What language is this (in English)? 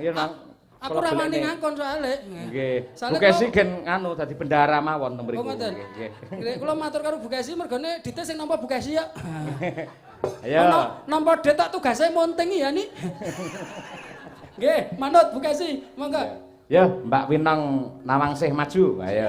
Javanese